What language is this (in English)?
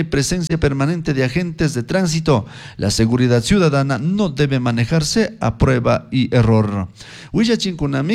Chimborazo Highland Quichua